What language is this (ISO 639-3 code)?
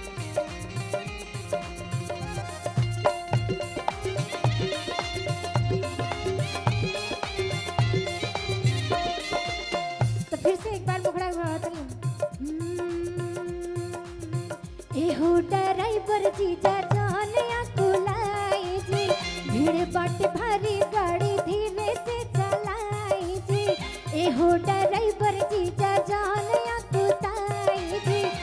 bho